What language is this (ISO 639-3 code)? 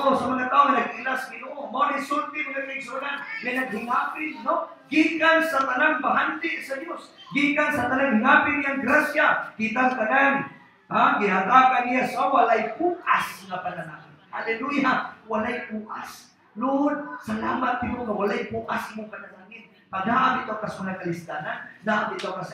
ceb